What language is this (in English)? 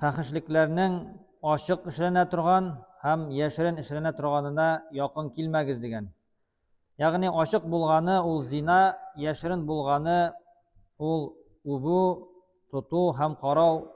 Tatar